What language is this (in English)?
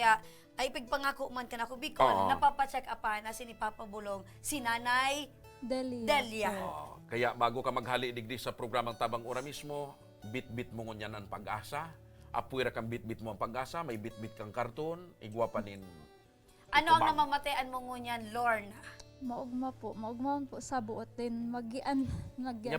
Bikol